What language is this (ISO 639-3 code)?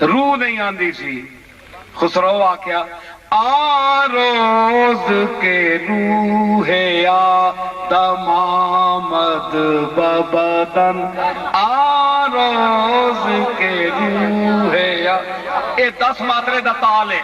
skr